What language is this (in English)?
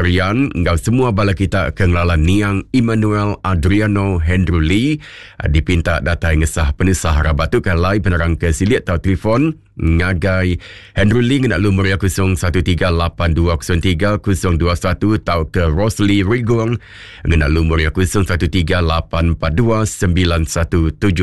Iban